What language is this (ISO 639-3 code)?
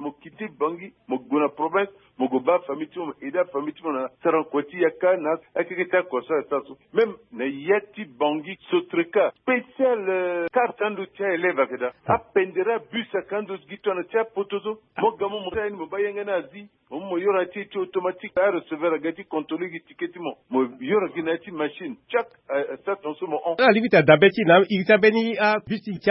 sag